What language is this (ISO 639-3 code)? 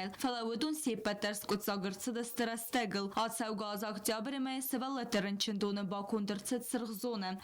oss